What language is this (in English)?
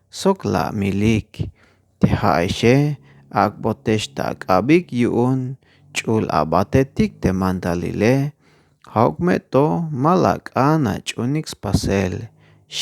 Tzeltal